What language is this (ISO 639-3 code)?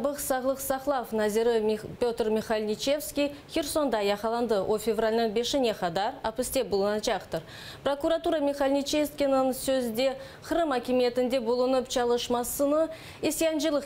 crh